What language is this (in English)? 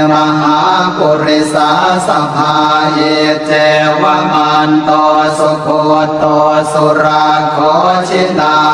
Pali